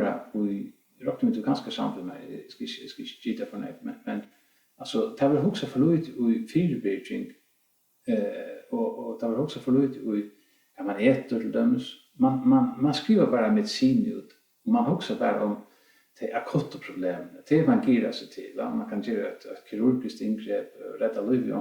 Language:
Faroese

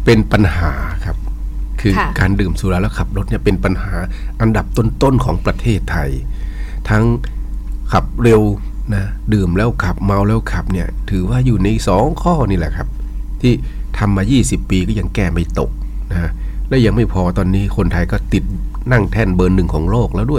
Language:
Thai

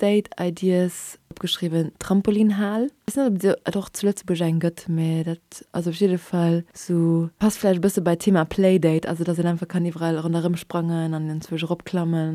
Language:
Luxembourgish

